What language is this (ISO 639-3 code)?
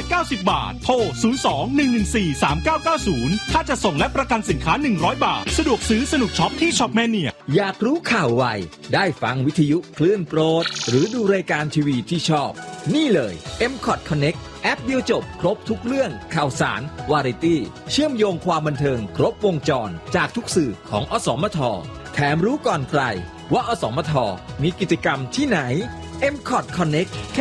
tha